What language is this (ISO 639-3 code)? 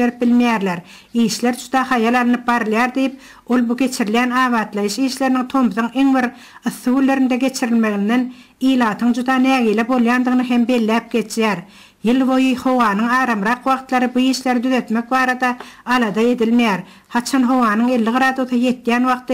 tuk